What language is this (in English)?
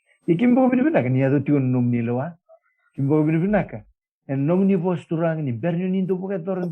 Fijian